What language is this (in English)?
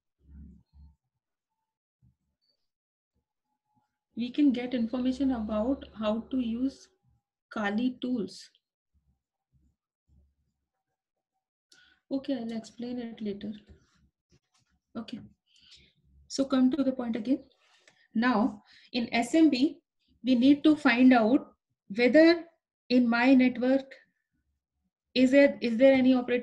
English